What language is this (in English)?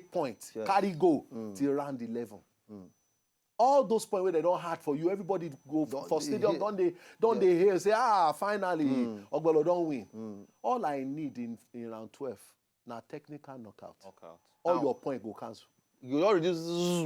Nigerian Pidgin